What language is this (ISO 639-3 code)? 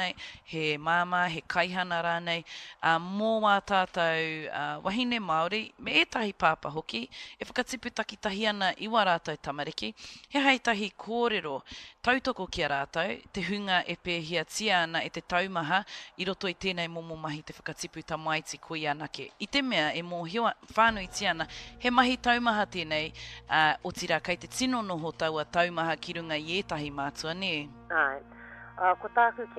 mri